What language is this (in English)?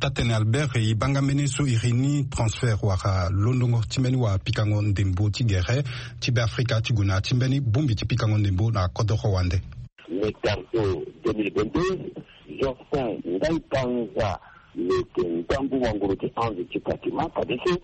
Sango